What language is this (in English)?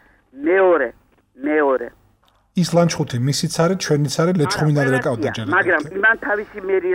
Georgian